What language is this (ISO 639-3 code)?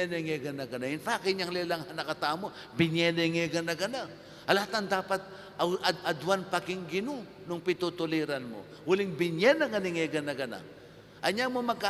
pam